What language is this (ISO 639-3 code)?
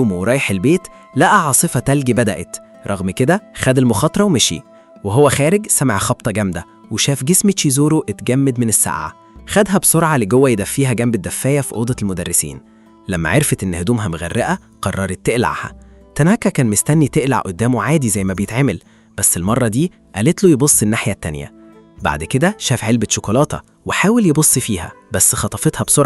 arz